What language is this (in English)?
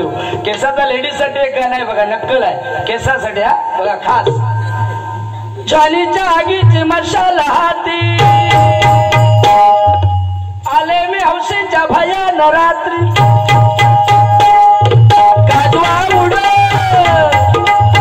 Marathi